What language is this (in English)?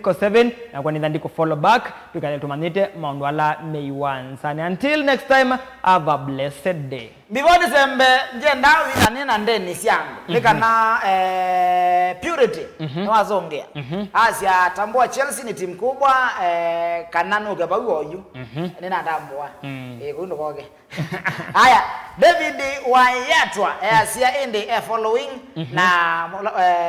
Kamba